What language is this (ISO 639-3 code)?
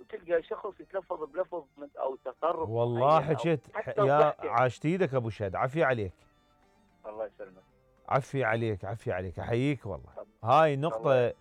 acm